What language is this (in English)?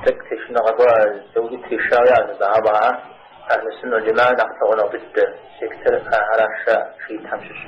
Kabardian